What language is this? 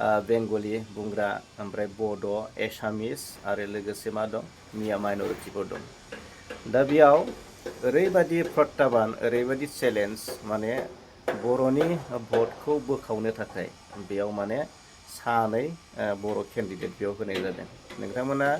Bodo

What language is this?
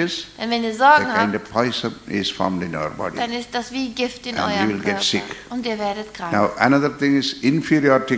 German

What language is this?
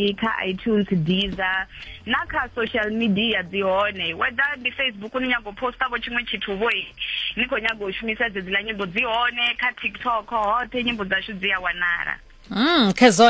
Venda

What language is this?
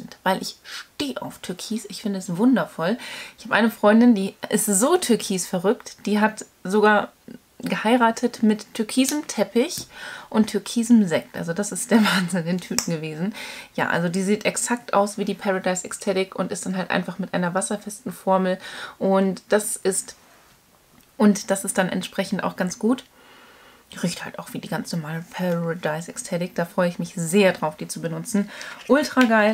German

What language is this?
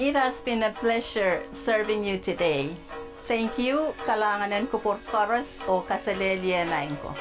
Pohnpeian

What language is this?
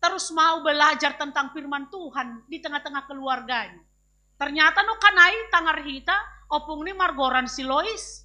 Batak Simalungun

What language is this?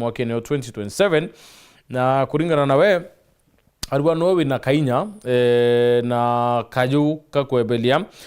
Meru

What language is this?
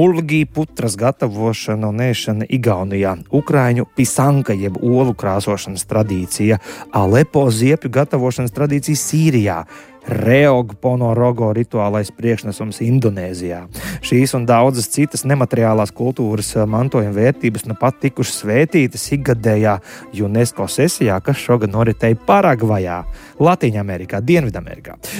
Latvian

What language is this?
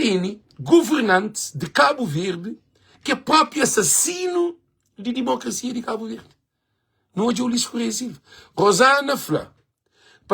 Kabuverdianu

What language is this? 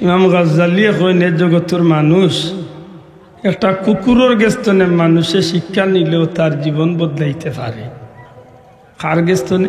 Sylheti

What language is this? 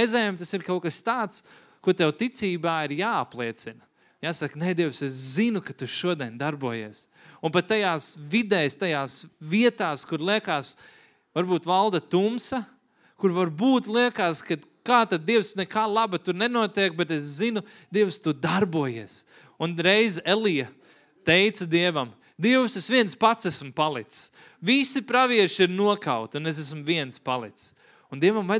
Latvian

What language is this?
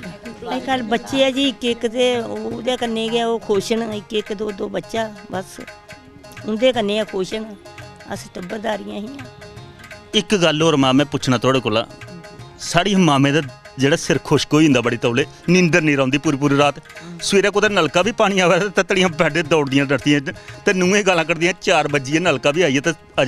Dogri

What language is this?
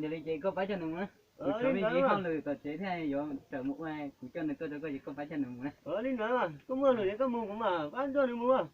Hmong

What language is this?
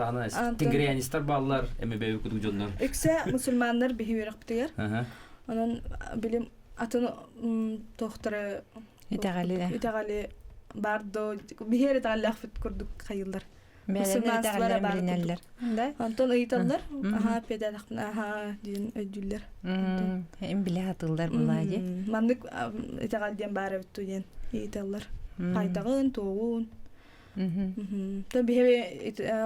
Yakut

